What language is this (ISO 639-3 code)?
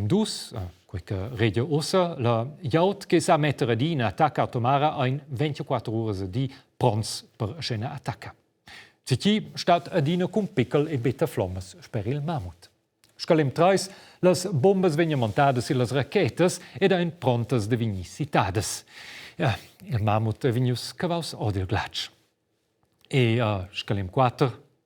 roh